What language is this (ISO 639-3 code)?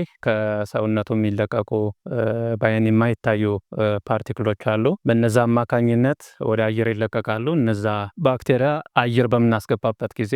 amh